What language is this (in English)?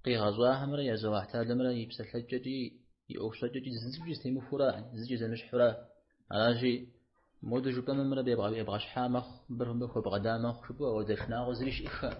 Kabardian